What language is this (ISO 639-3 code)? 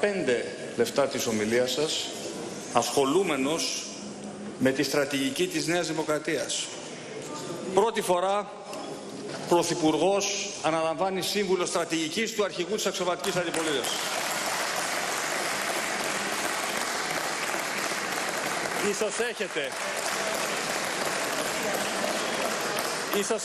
ell